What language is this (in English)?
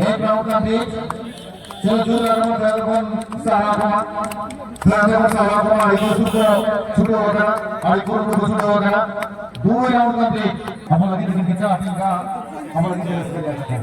Santali